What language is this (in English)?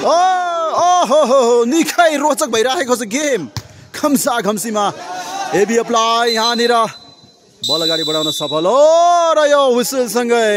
Nepali